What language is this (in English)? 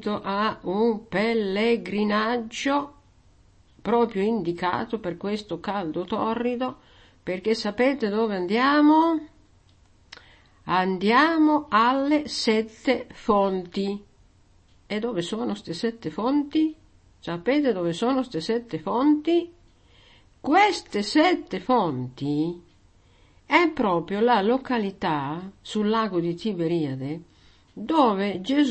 Italian